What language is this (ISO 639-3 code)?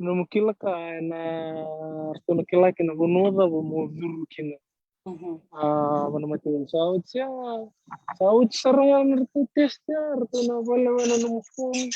fij